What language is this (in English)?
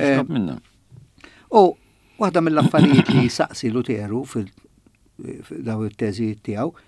Maltese